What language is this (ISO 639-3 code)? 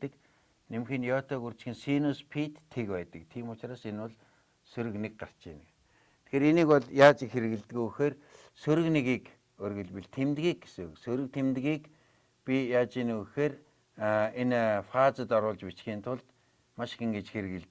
mon